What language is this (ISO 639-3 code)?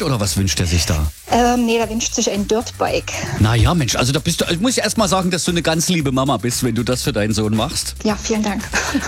deu